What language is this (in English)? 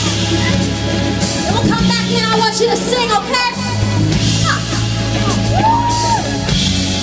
English